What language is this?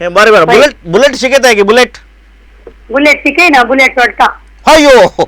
Konkani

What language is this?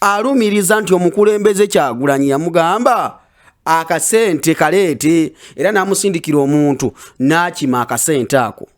Ganda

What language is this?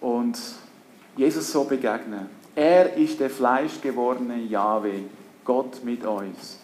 Swiss German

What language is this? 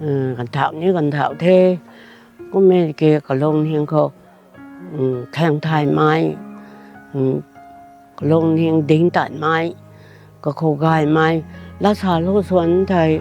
Rongmei Naga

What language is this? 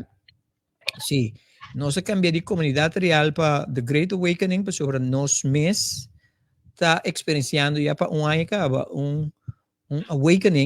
Papiamento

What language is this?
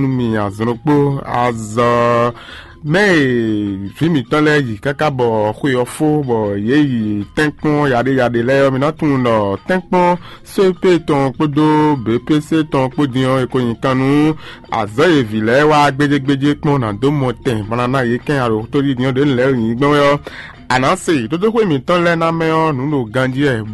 Fon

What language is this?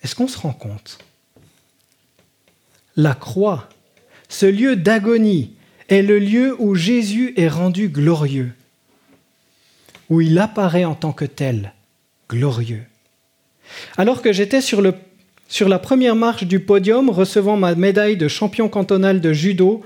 French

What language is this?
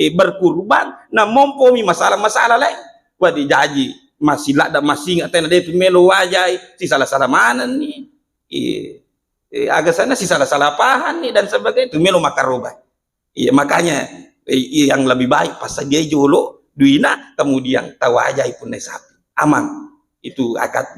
Buginese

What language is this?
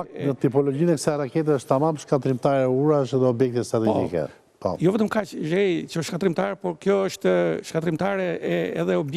Albanian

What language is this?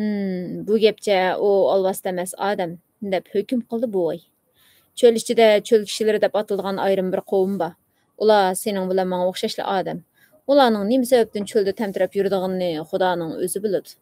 Uyghur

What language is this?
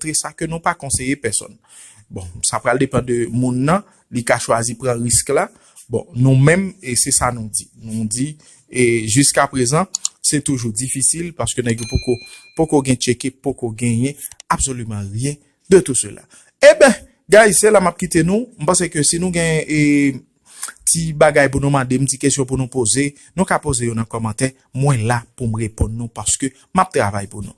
Haitian Creole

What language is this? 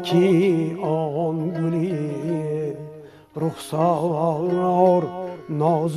Tajik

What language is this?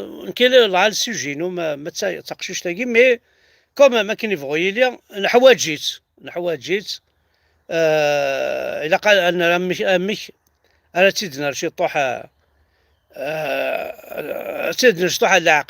Kabyle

